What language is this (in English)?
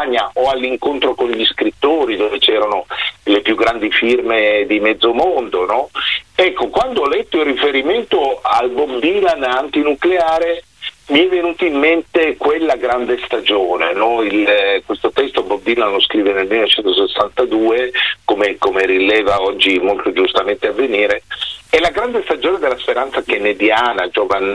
Italian